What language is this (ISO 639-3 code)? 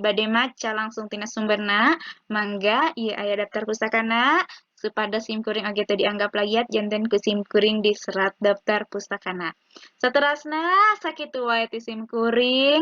sun